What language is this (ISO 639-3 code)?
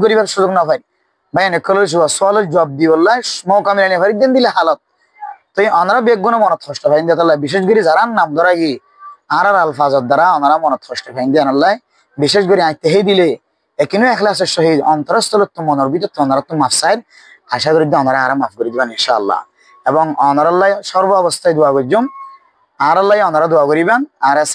rhg